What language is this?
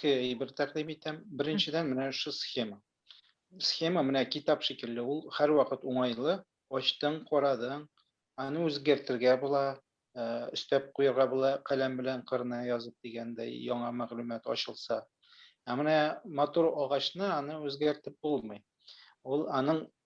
Tatar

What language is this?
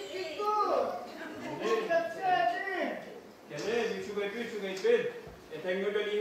Yakut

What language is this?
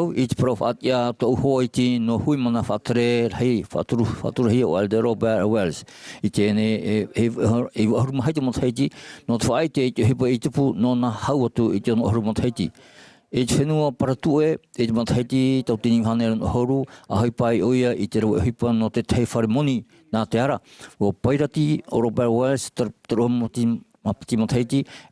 Tahitian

